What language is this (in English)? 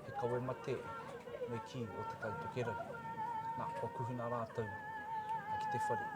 Māori